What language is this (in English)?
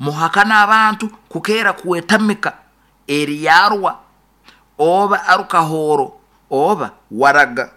Nyoro